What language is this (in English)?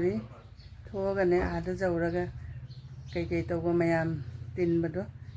Manipuri